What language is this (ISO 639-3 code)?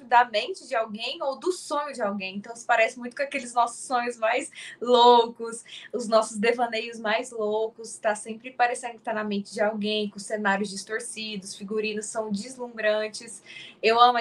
por